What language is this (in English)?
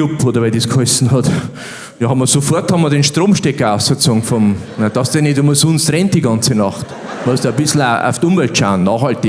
Bavarian